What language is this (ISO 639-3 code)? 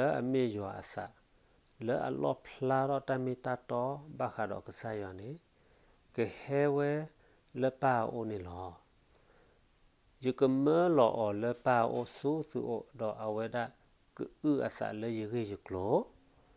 ksw